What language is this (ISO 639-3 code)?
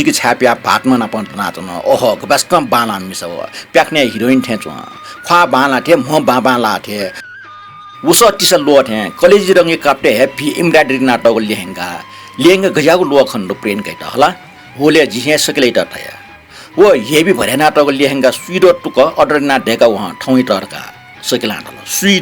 new